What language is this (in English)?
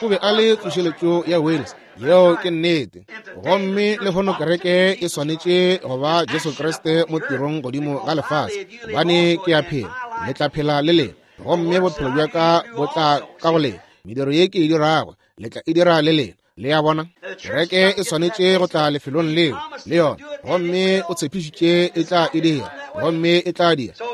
Northern Sotho